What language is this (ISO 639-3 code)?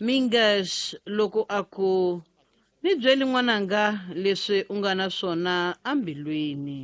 tso